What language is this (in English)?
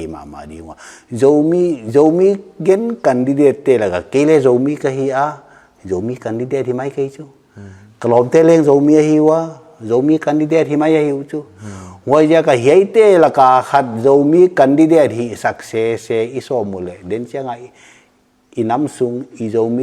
Paite Chin